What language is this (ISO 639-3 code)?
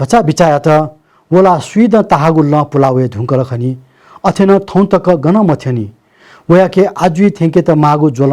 new